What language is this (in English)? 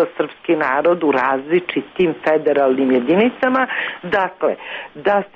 Serbian